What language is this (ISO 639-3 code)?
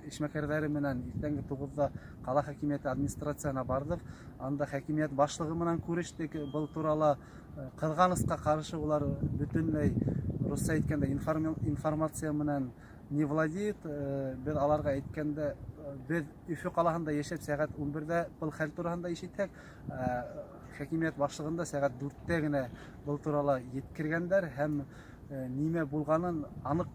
bak